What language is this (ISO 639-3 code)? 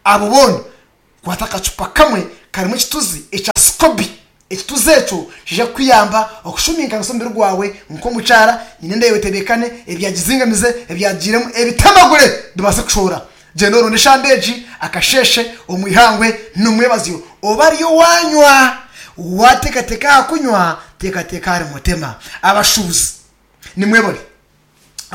nyn